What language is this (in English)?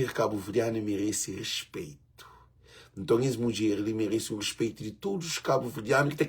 Kabuverdianu